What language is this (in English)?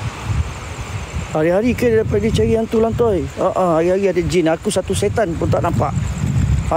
Malay